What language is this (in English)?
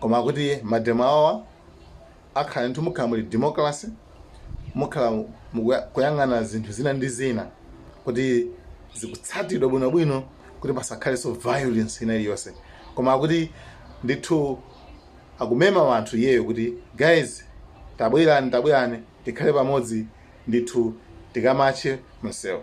Nyanja